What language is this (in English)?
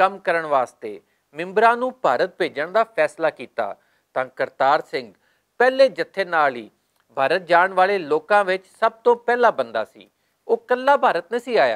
Western Panjabi